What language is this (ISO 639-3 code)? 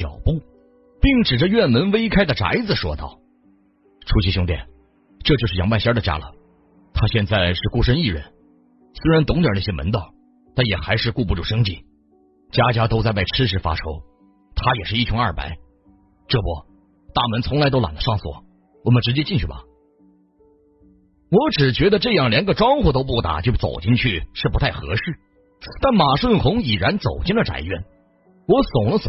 zho